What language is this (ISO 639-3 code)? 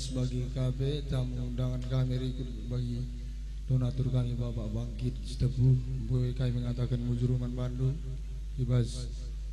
btx